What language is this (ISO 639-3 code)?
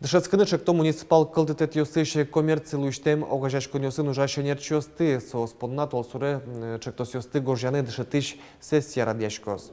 udm